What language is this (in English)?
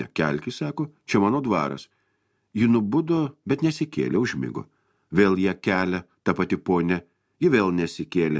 Lithuanian